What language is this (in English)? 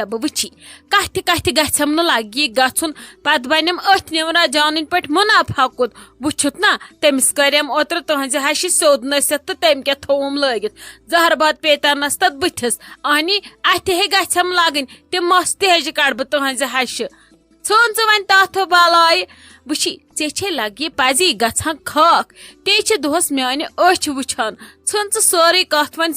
Kashmiri